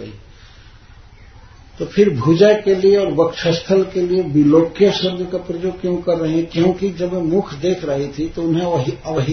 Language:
Hindi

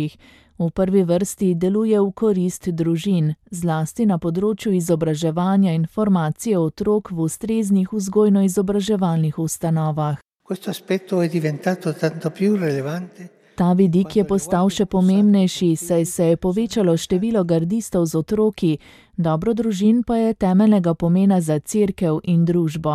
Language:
Slovenian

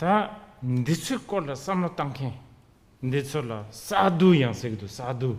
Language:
Tibetan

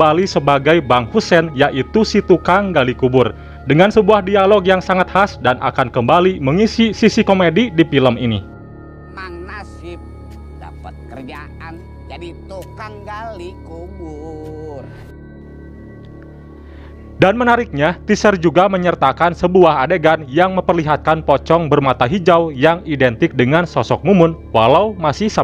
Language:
Indonesian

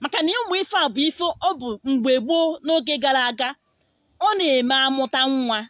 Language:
Igbo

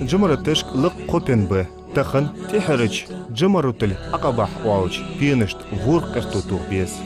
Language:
Ingush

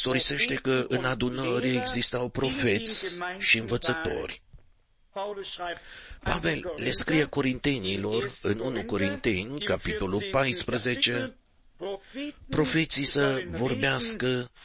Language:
Romanian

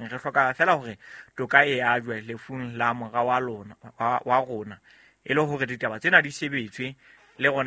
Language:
Southern Sotho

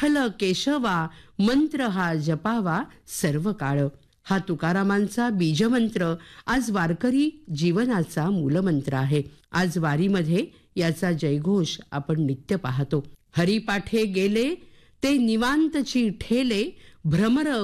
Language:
Marathi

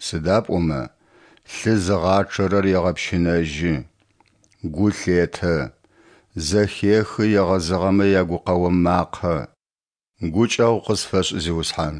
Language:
Adyghe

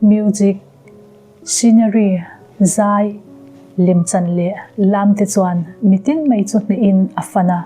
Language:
Mizo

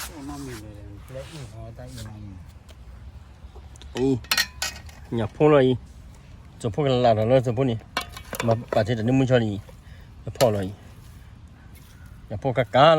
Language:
S'gaw Karen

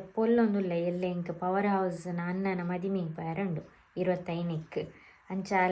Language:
Tulu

